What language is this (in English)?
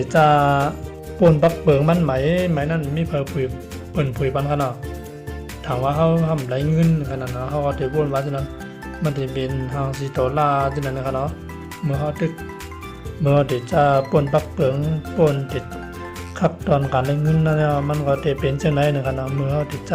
Shan